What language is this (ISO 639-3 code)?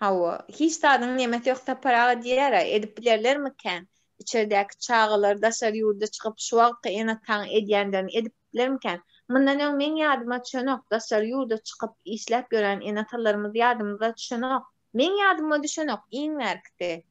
tuk